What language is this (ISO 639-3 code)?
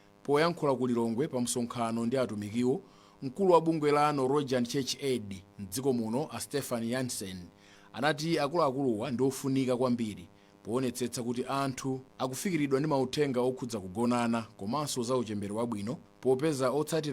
nya